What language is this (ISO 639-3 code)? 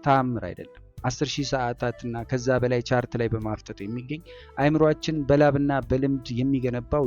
amh